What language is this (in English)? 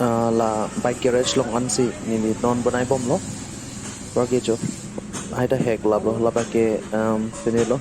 Karbi